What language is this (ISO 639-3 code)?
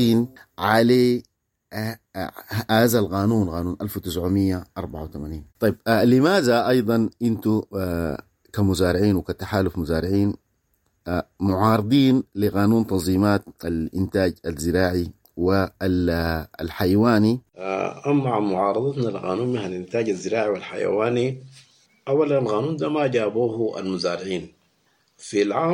apd